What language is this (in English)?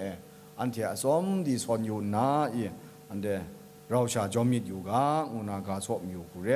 Kachin